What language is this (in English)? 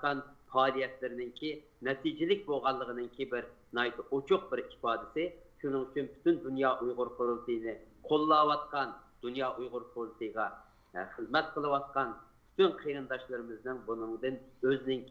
Uyghur